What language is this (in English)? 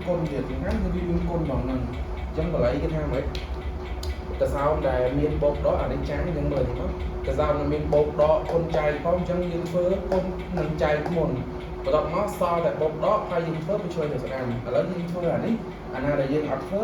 Khmer